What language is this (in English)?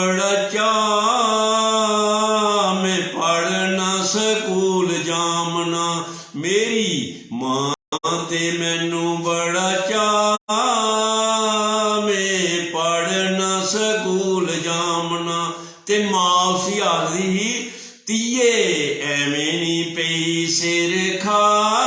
Dogri